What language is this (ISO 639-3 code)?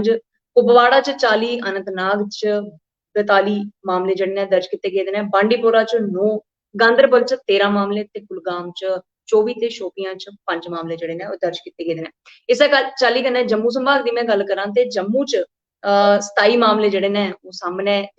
doi